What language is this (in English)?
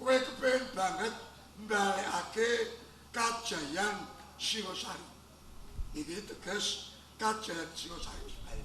Javanese